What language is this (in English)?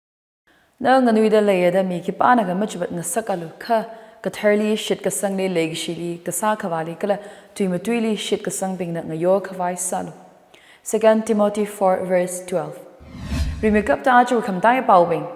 Tangkhul Naga (India)